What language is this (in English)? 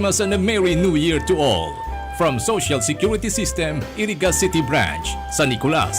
Bikol